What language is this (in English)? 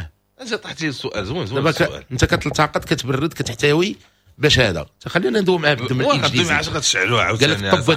Moroccan Arabic